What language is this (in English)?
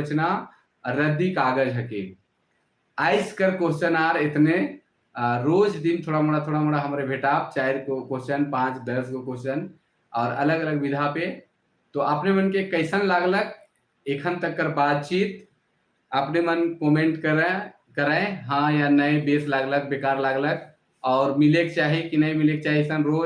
Sadri